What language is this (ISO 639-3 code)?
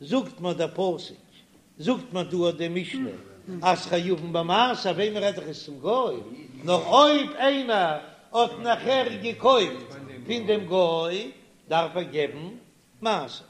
yid